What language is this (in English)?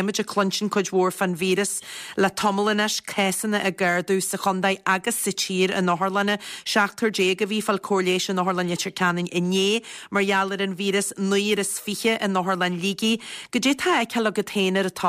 Irish